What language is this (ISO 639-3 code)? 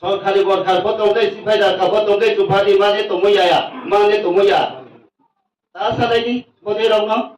ria